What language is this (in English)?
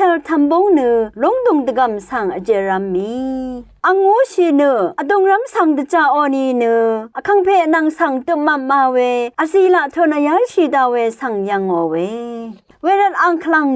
Rawang